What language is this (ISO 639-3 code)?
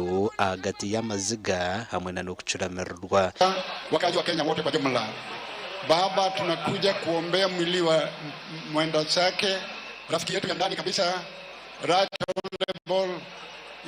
nyn